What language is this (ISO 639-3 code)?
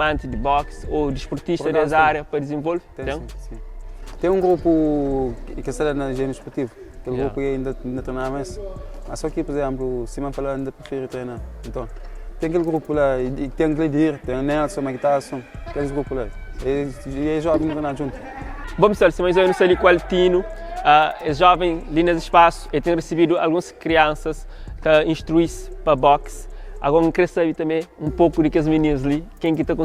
kea